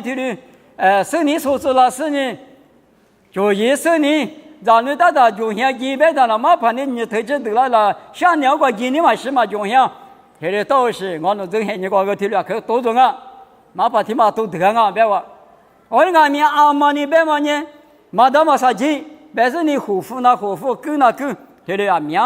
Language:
Lisu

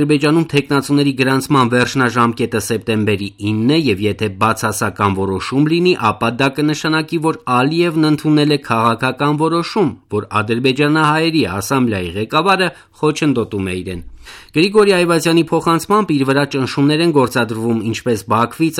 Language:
Armenian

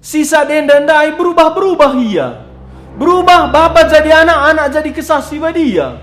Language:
Batak Karo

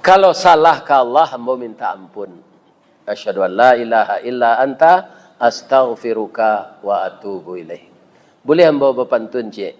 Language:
Minangkabau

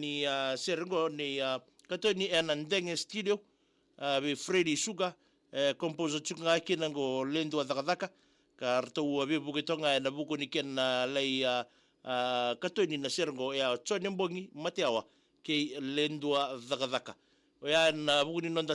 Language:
Fijian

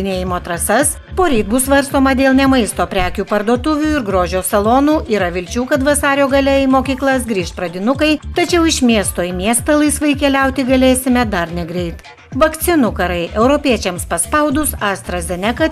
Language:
Lithuanian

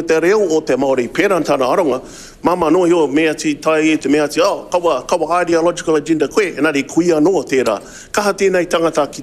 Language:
Māori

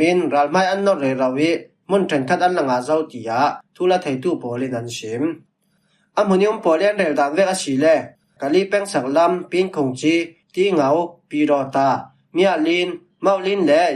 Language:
Falam Chin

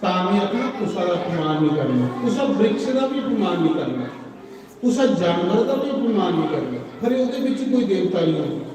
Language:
Dogri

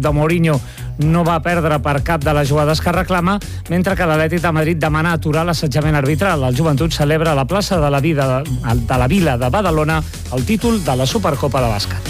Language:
Catalan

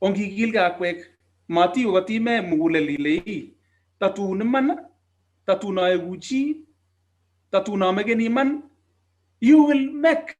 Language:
Kalenjin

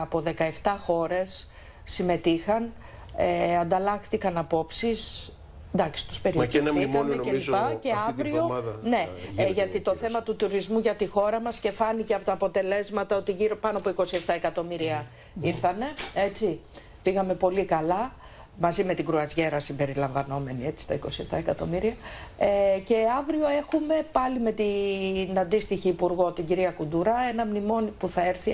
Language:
Greek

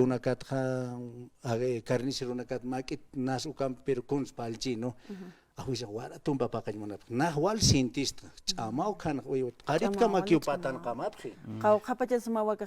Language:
Aymara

